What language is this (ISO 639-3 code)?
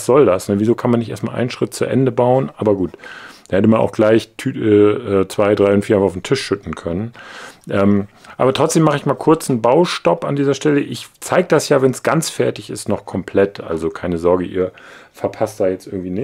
deu